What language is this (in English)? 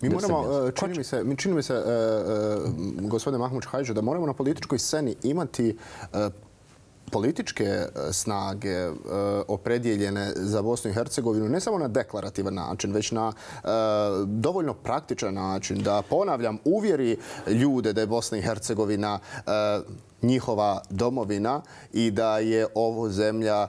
Bosnian